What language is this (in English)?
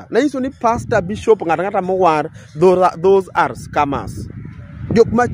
Luo (Kenya and Tanzania)